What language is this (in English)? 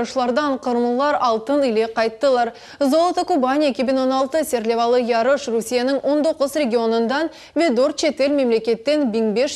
Crimean Tatar